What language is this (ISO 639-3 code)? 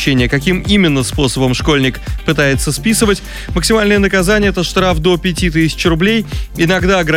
rus